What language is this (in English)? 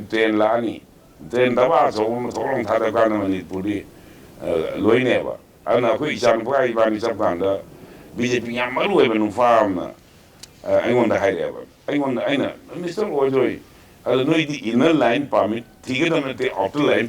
Manipuri